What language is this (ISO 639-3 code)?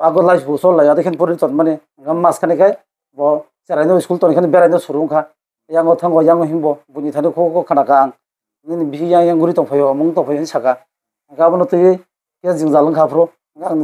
trp